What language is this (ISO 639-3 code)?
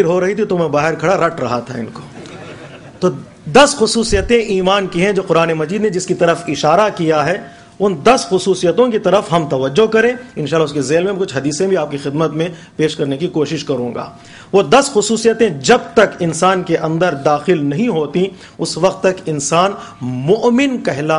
urd